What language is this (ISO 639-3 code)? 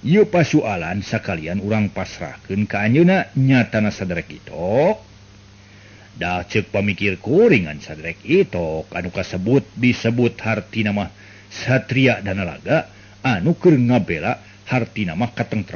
sun